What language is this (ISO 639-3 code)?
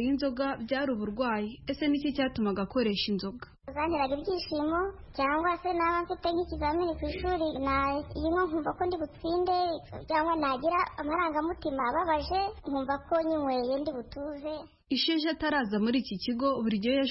kin